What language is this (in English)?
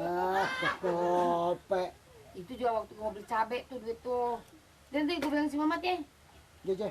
Betawi